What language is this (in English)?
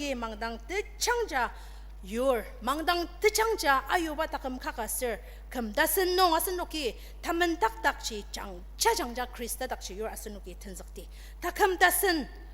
Ao Naga